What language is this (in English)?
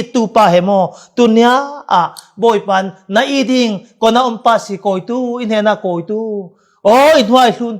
Falam Chin